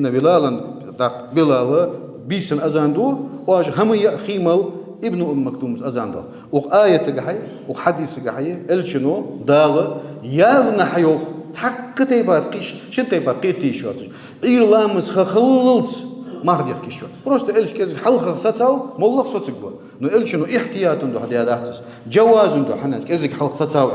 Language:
Ingush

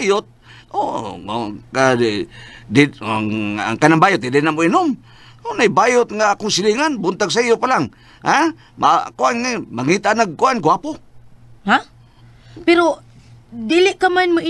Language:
Cebuano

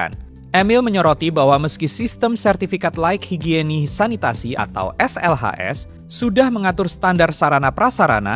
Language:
Indonesian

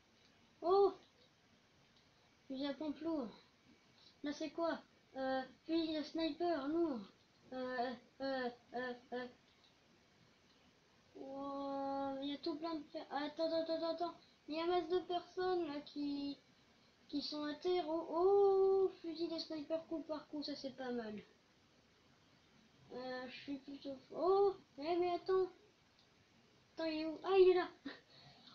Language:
French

